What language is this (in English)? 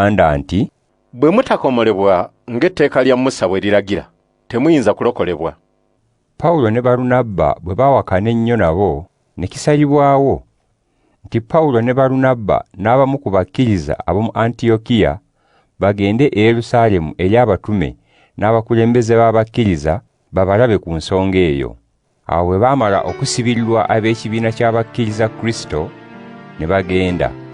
Ganda